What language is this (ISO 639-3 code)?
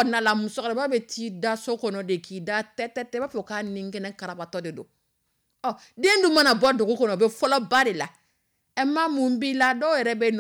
dyu